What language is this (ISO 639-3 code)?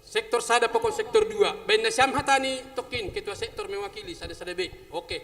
bts